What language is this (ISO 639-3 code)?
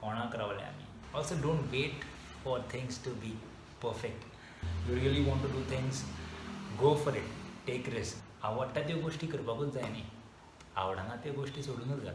kok